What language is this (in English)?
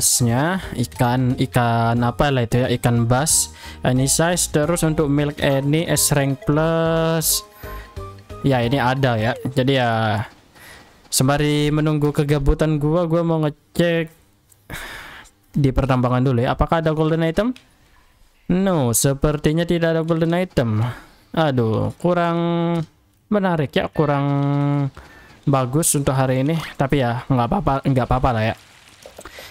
Indonesian